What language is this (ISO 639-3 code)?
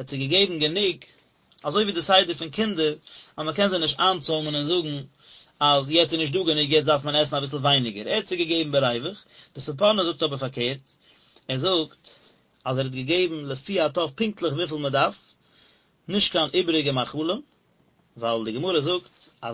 yid